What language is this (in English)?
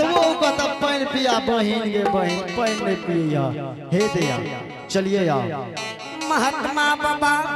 Angika